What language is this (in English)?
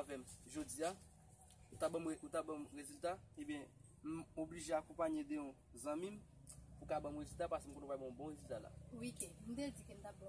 Haitian Creole